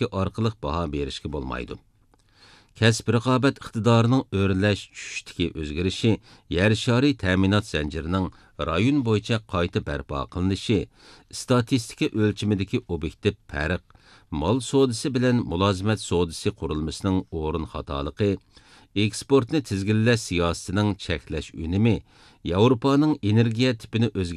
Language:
Uyghur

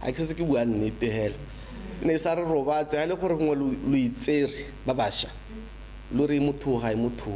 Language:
Tswana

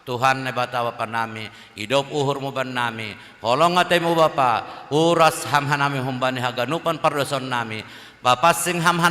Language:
Batak Simalungun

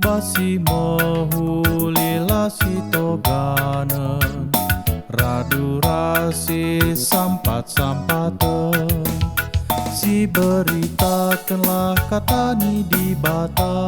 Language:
Batak Karo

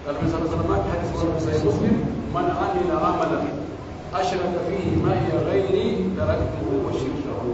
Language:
Pular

